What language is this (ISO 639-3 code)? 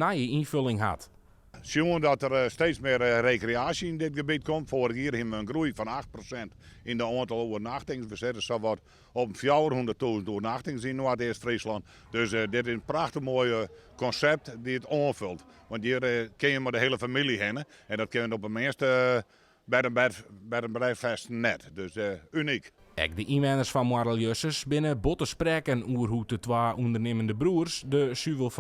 fry